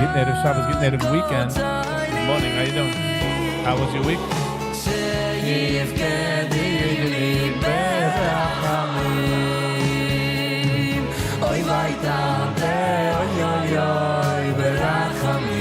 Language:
Yiddish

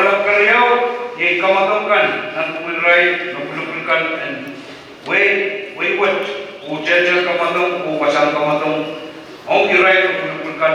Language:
Pohnpeian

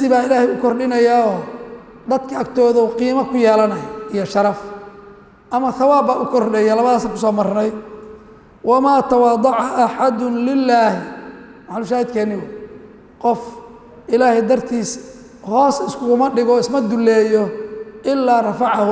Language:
Somali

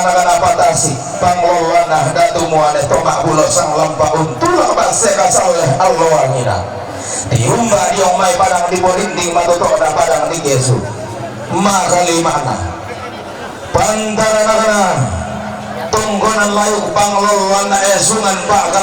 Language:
Toraja-Sa'dan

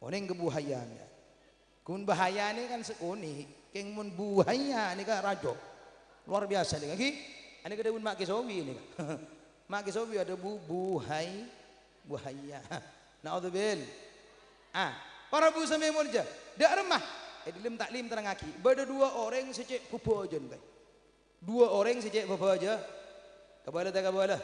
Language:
Madurese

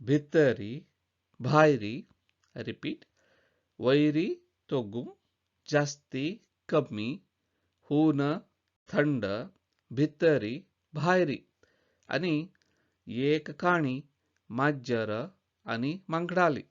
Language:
Konkani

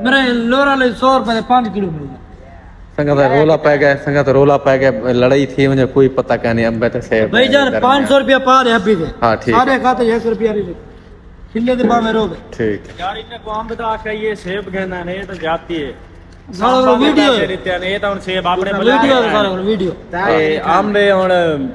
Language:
Saraiki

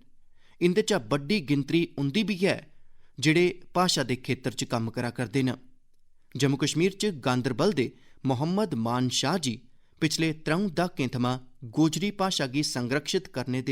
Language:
Dogri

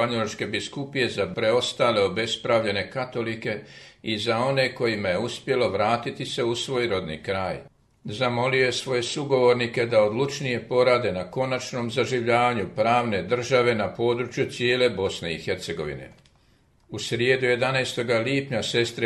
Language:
Croatian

